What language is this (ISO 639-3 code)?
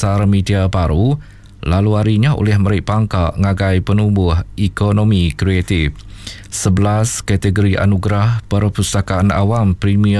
iba